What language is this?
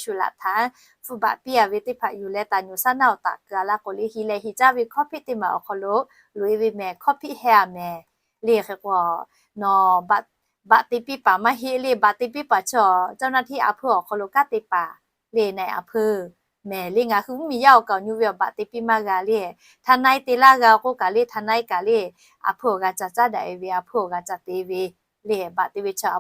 Lahu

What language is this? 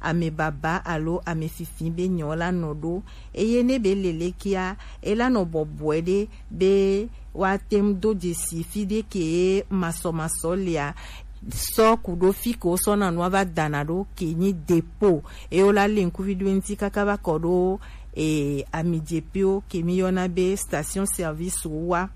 Gen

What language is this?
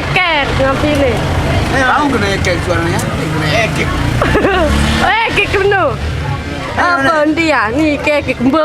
Sasak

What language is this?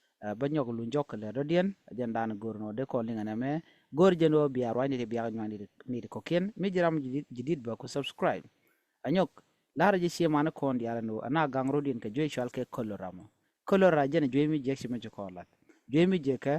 Nuer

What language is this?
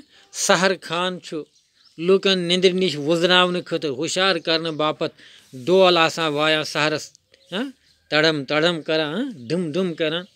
Kashmiri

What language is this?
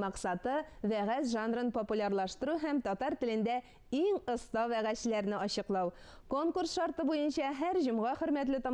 Tatar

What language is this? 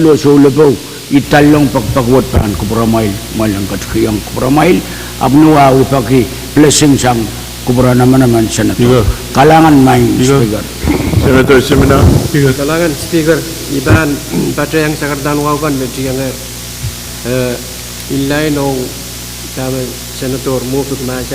Pohnpeian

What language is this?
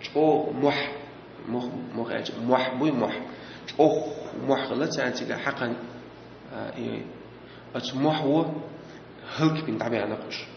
Chechen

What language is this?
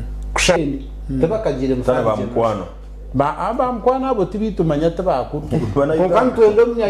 Nyankole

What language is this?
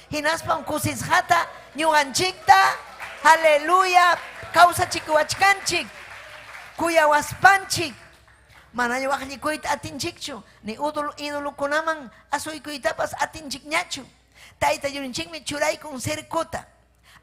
Ayacucho Quechua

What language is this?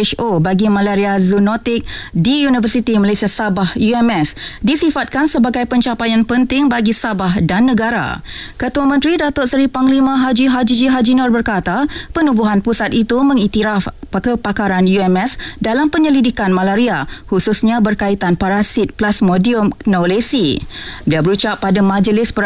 Malay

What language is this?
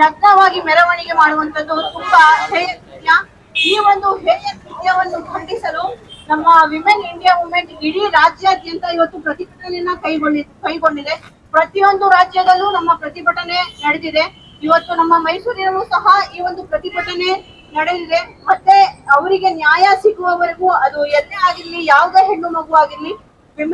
Kannada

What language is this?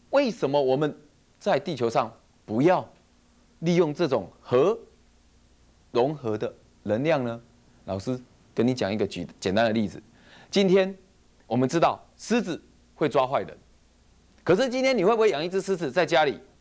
Chinese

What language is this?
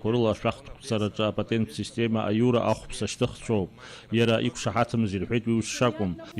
Abkhazian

